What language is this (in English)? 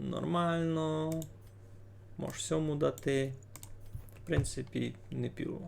Rusyn